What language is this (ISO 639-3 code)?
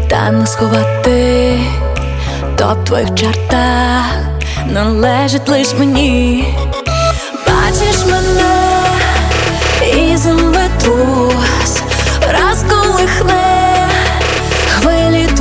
ukr